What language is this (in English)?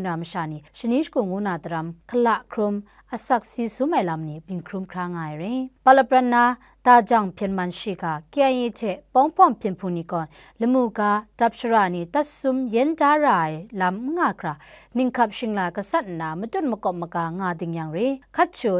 Kachin